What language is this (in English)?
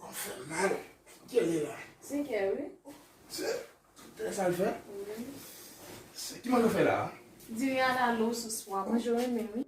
Haitian Creole